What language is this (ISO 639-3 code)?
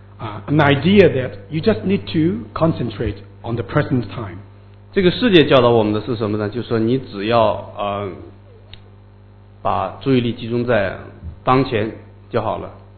zho